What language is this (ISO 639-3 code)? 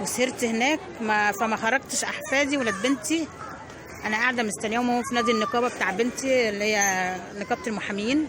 arz